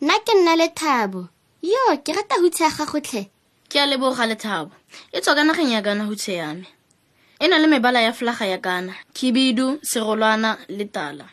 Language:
Tswana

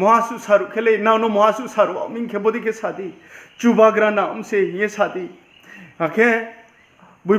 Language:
Riang (India)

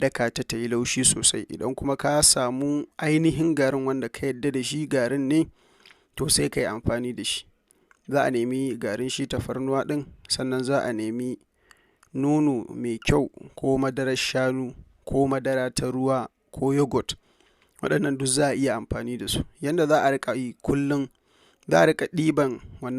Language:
Hausa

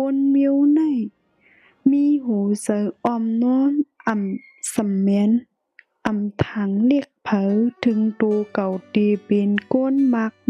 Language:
Shan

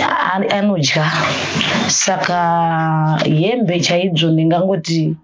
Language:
Shona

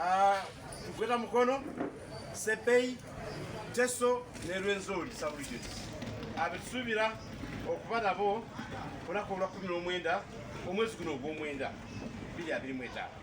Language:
Ganda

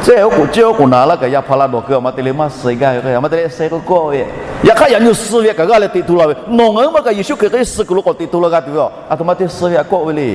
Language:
Lahu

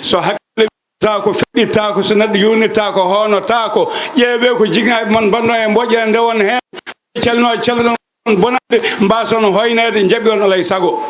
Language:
Fula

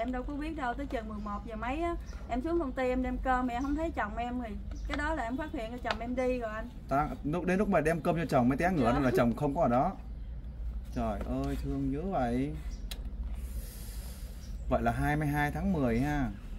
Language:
Vietnamese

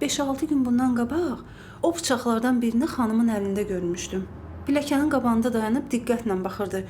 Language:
Azerbaijani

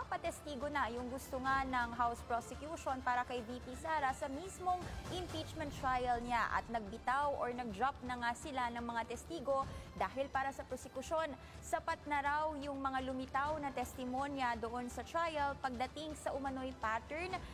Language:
Filipino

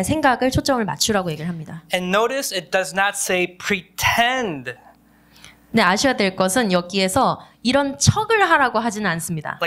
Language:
Korean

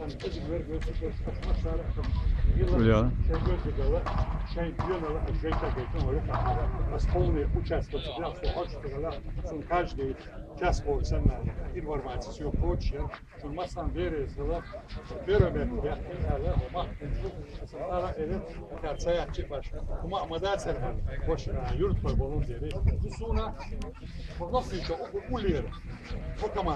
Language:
Chechen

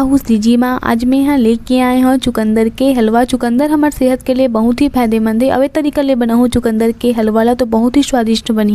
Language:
Chhattisgarhi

